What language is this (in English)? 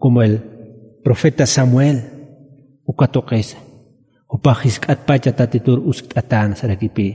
Aymara